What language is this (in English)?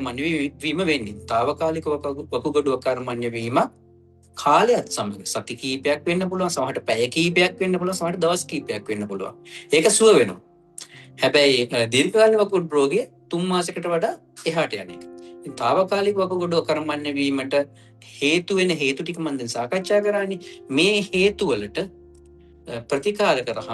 Sinhala